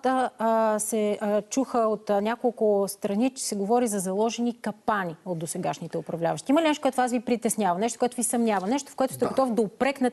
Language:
Bulgarian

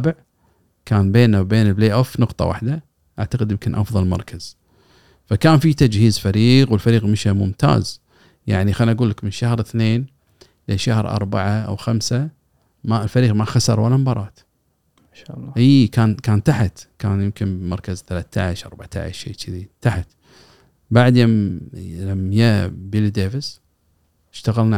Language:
Gulf Arabic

